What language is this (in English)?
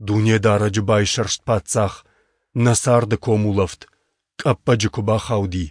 Ossetic